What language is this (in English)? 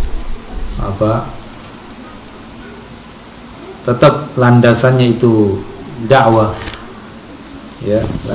Indonesian